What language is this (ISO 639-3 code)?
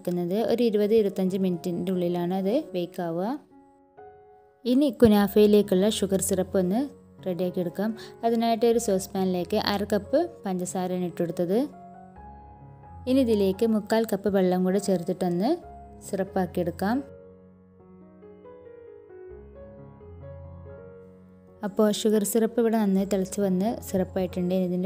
mal